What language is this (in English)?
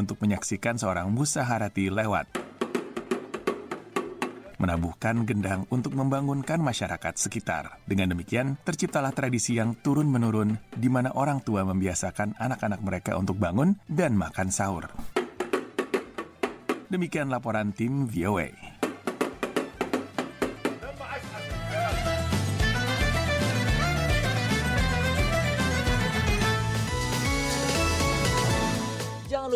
Indonesian